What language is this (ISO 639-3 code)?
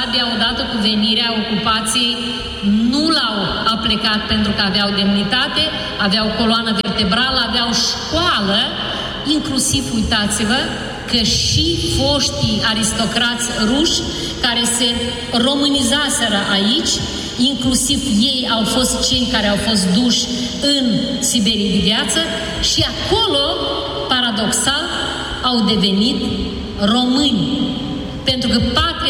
ron